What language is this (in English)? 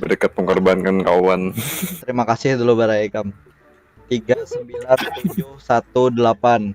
Banjar